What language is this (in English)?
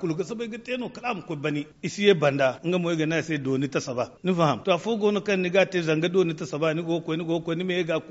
Zarma